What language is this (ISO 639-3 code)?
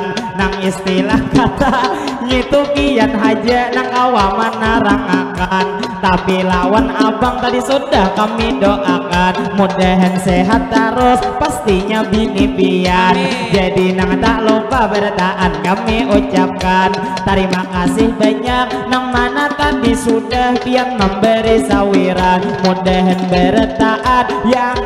bjn